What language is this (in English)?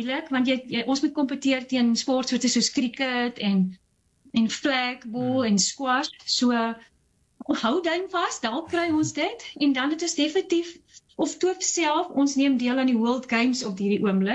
Afrikaans